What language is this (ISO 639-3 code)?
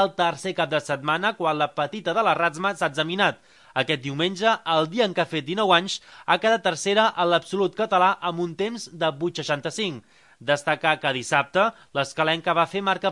cat